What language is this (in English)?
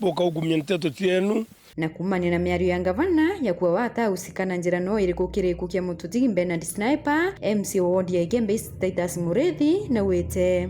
Meru